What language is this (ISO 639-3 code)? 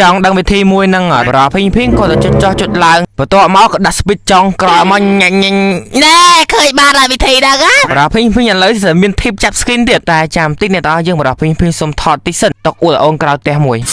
khm